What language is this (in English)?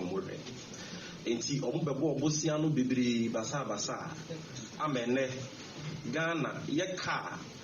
Akan